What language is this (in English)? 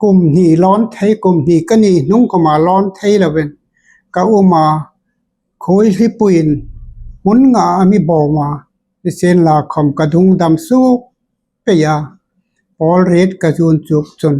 Hmar